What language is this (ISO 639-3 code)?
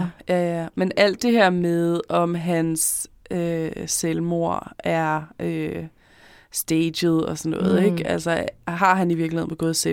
dan